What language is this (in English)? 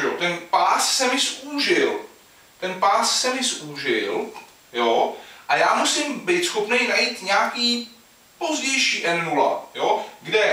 Czech